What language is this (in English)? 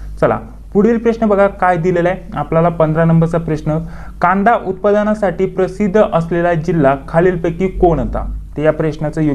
Marathi